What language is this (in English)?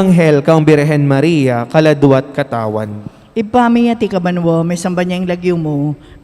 Pampanga